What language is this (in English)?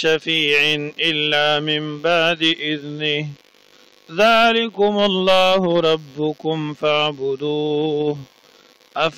Pashto